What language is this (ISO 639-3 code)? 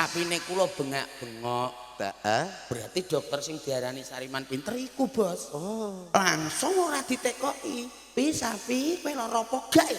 jav